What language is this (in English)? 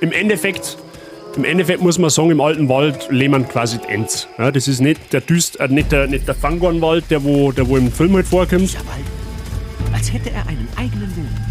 Bavarian